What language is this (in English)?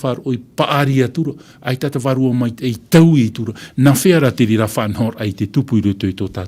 Tahitian